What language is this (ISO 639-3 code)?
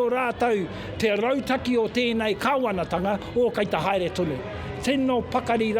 mri